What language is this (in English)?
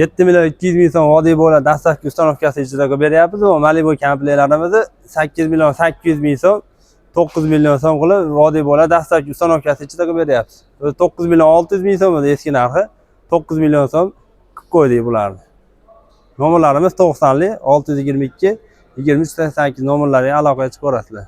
Uzbek